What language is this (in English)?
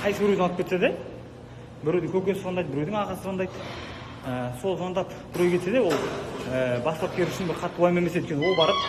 Kazakh